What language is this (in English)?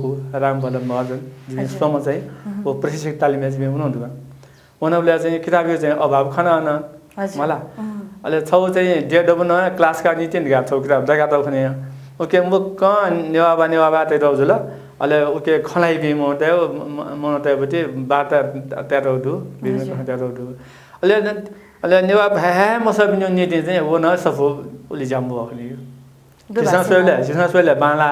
Newari